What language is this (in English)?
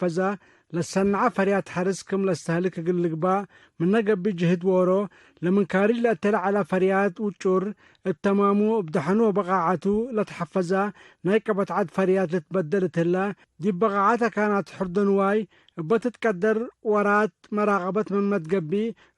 Tigre